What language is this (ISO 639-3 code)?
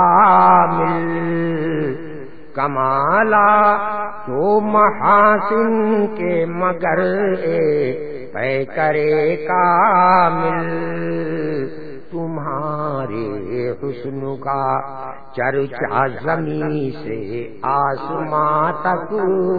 urd